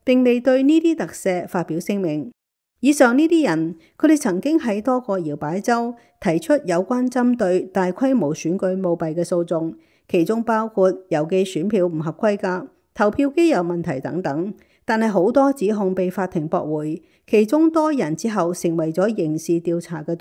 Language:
Cantonese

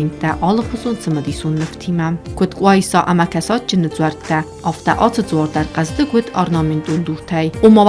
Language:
Ossetic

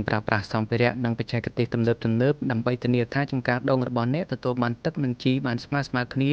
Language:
Khmer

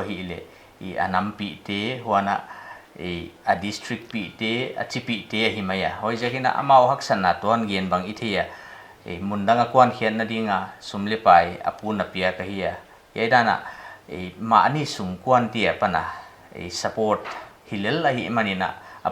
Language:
Paite Chin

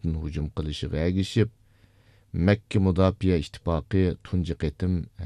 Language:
Uyghur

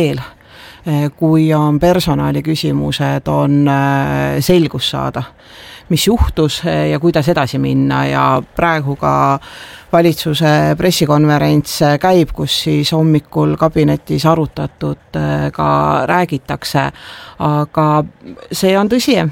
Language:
Estonian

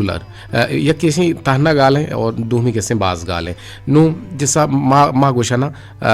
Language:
Eastern Balochi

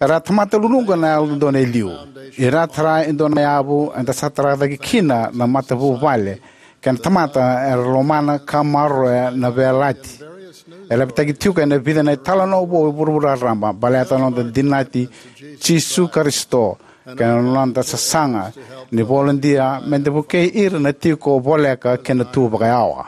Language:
Fijian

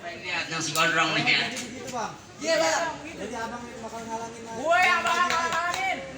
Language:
Betawi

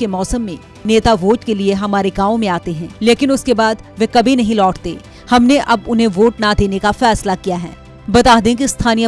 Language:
Hindi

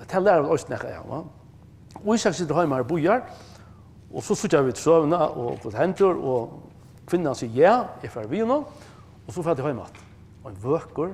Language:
Faroese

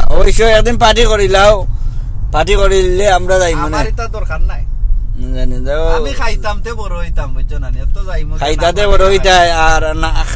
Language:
Sylheti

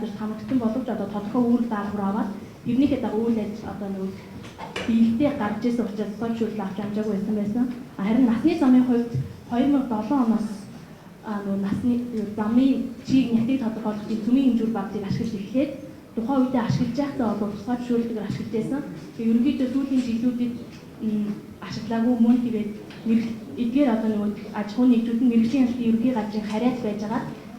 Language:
Mongolian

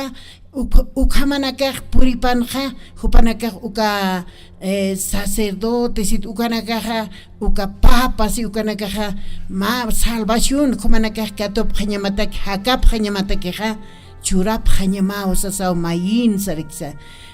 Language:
Aymara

